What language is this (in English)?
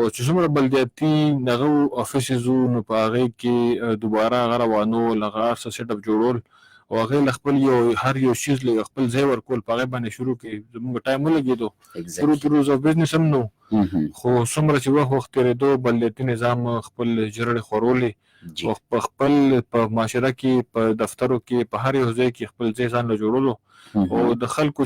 Pashto